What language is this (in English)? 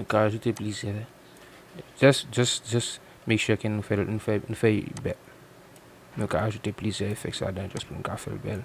Haitian Creole